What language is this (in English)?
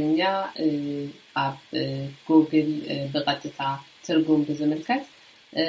Tigrinya